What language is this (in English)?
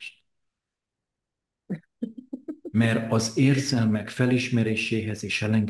Hungarian